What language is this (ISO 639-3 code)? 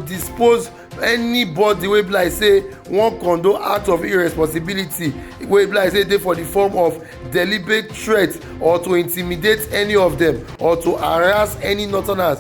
pcm